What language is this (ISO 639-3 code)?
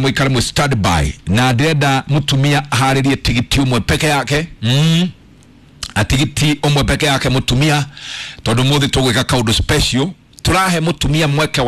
kik